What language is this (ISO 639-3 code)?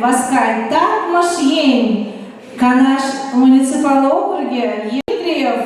chv